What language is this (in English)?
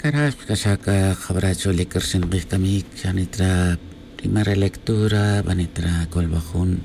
Tz'utujil